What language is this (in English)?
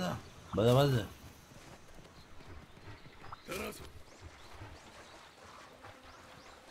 Spanish